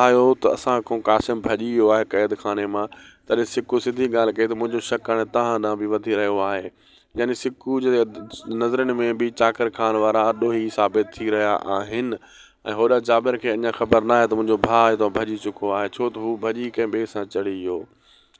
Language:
Sindhi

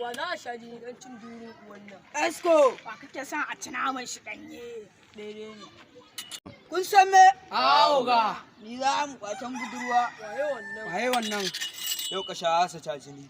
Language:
Hausa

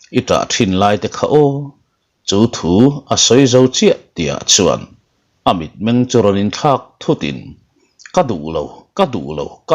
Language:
Mizo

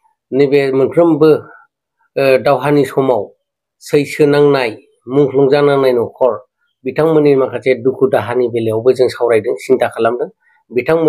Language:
Bodo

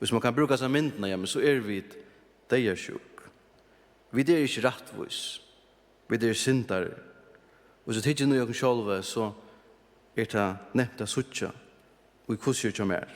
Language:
Faroese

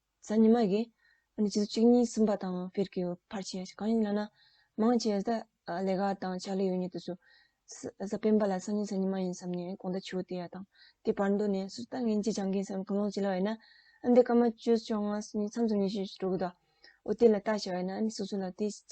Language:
Tibetan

